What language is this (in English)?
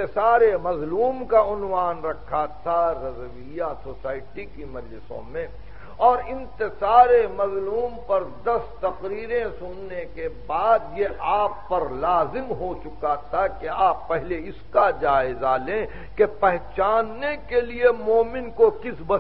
Urdu